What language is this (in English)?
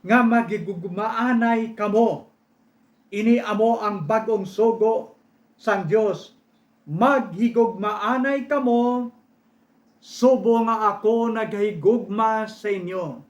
Hiligaynon